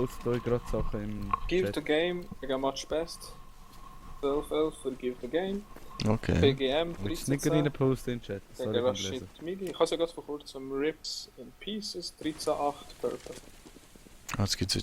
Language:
Swiss German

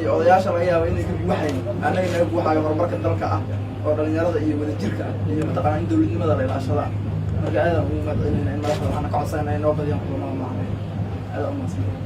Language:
Somali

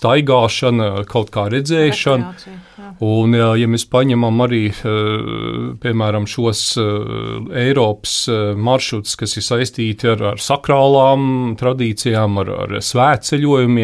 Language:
Latvian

